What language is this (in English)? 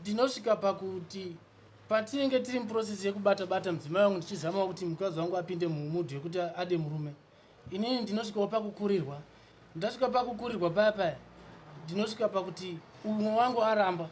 Shona